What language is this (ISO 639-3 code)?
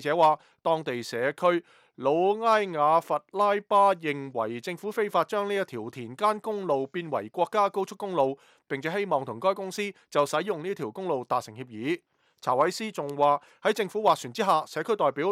yue